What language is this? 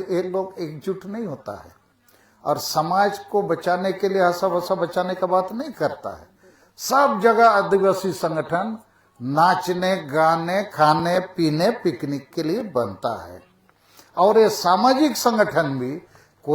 Santali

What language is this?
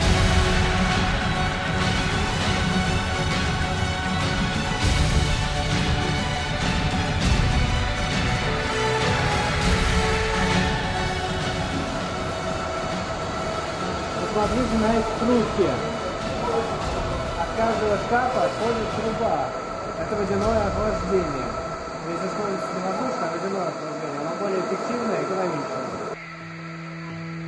Russian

